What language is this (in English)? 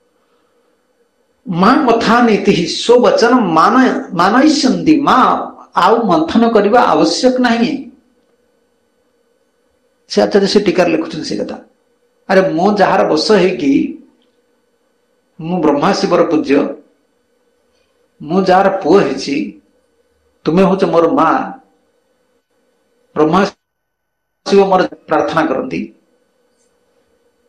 Odia